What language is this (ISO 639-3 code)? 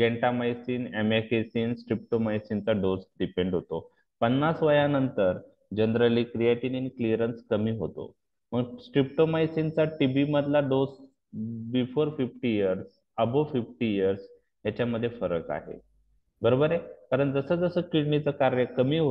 mar